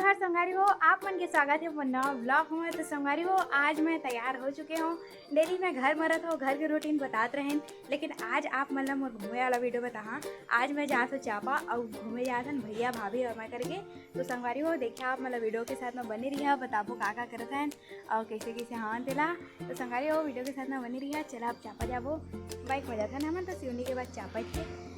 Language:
Chhattisgarhi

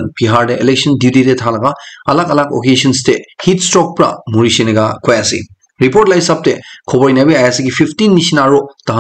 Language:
Naga Pidgin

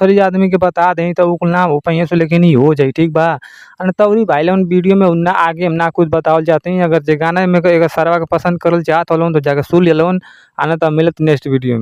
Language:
Bhojpuri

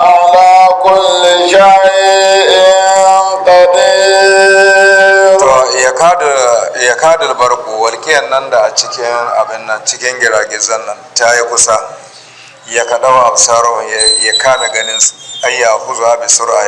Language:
Hausa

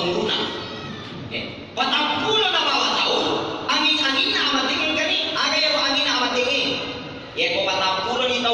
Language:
Buginese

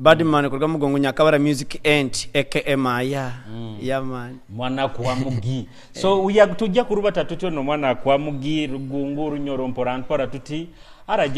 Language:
Nyoro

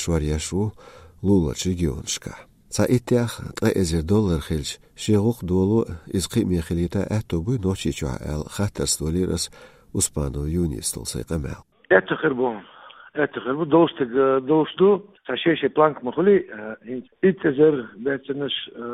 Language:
Chechen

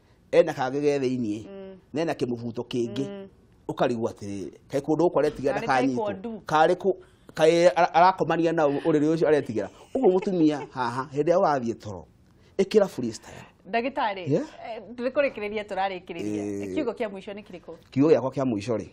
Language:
Kikuyu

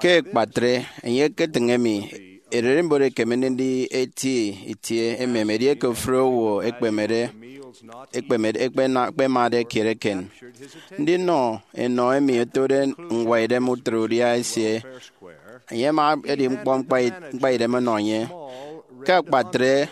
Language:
Efik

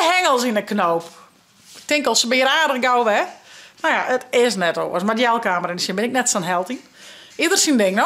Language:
Western Frisian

